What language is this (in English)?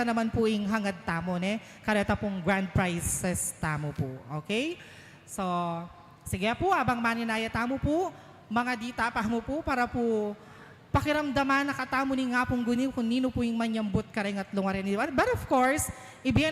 Pampanga